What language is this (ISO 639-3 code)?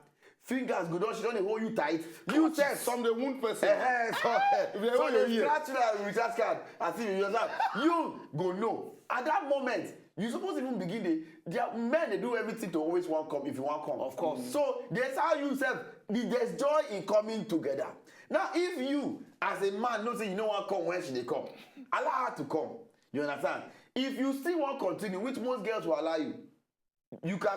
pcm